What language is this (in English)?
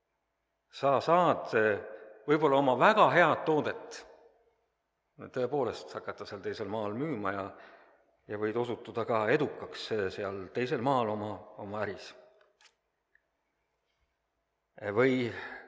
Estonian